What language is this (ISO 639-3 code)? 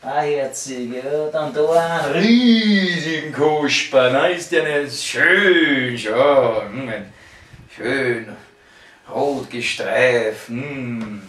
bar